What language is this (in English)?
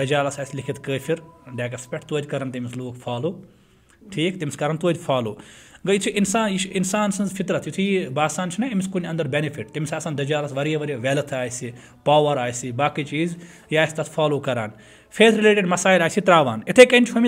Kashmiri